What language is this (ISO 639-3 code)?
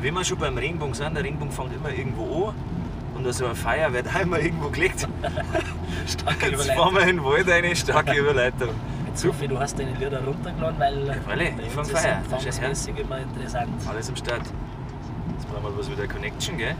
bar